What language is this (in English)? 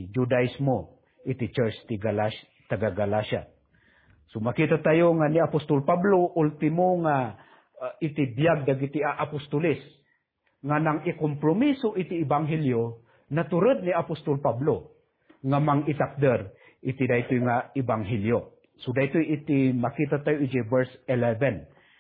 Iloko